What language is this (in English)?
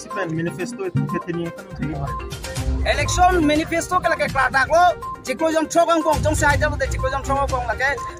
Karbi